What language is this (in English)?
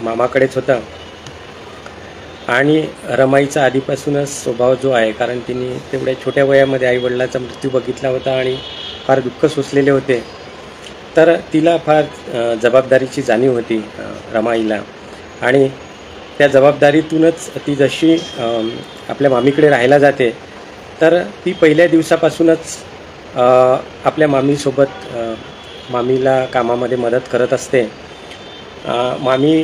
Marathi